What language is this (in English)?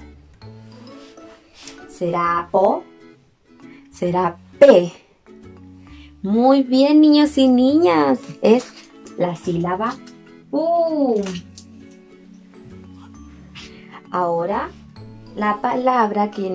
Spanish